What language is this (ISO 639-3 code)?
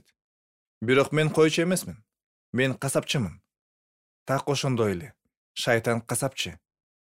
kir